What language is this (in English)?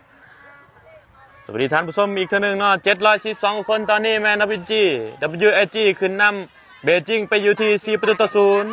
Lao